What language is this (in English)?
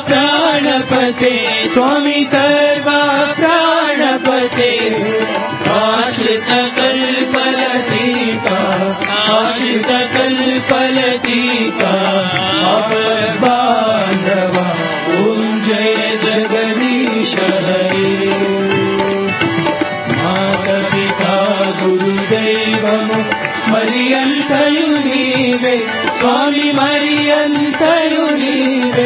Telugu